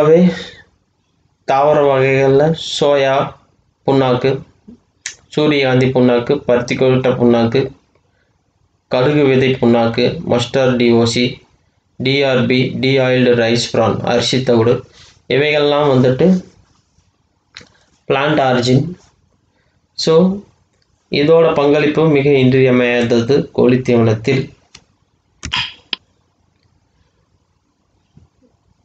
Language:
Tamil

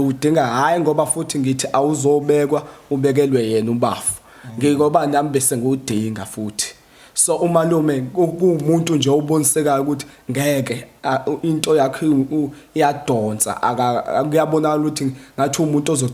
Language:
Zulu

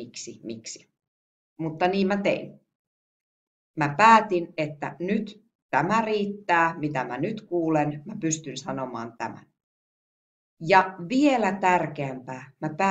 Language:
Finnish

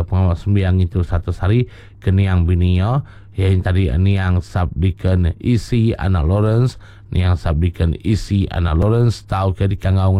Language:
Iban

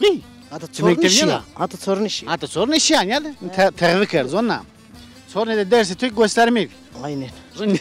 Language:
Zaza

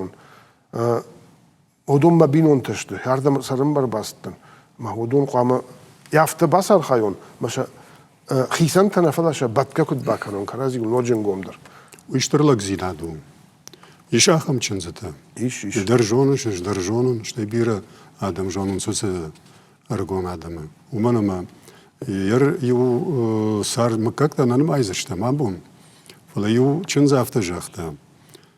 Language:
Ossetic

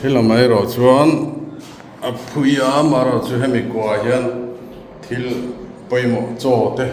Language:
Mizo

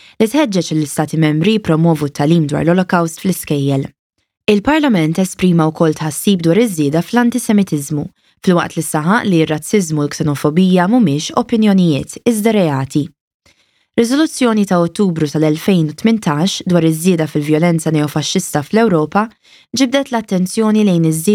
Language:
Maltese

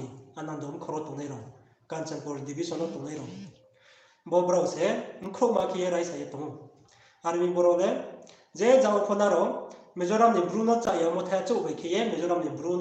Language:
Riang (India)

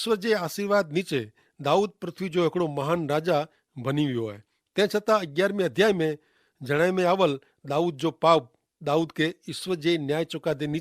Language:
Kachhi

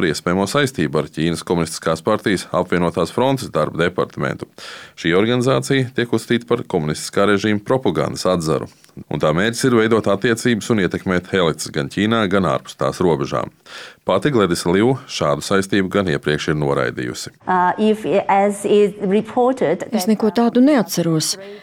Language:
Latvian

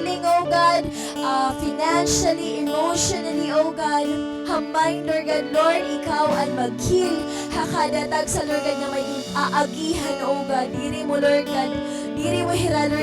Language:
Waray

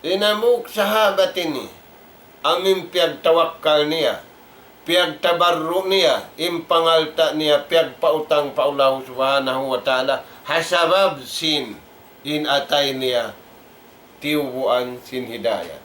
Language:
Tausug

